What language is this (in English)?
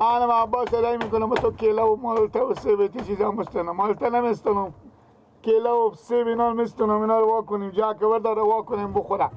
Persian